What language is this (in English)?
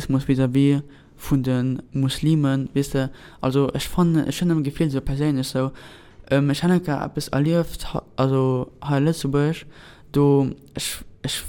Luxembourgish